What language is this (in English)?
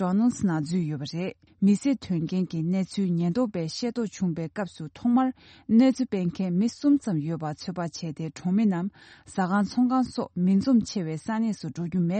Tibetan